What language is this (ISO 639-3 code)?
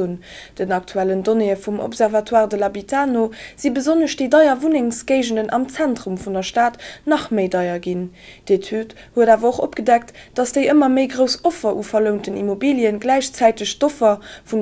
ltz